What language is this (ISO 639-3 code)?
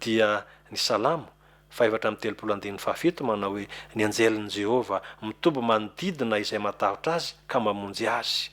mlg